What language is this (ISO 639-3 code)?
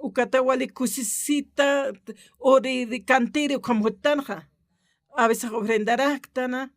aym